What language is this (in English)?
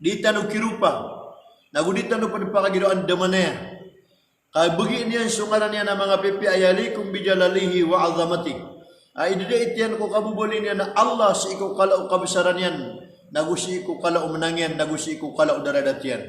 Maranao